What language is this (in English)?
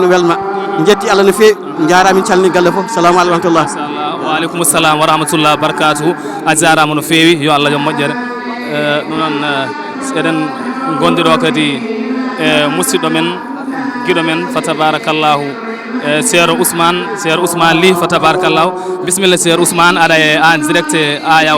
Fula